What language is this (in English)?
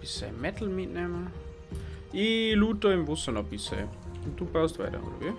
Bavarian